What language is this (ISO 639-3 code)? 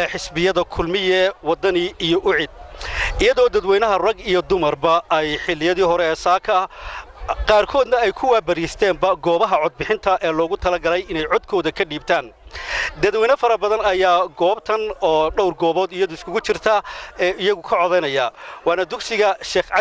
som